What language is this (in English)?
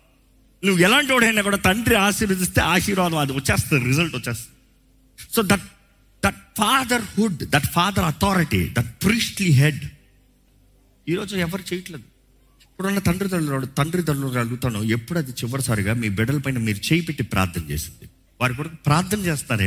Telugu